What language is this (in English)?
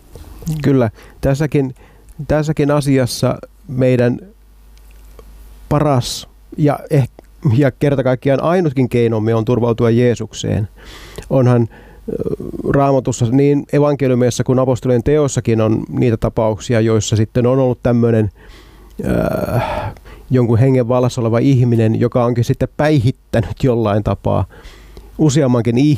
Finnish